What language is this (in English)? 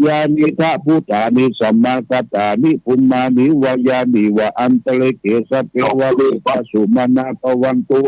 Pali